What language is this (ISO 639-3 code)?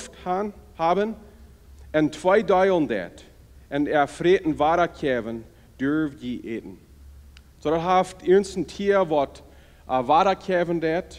pdt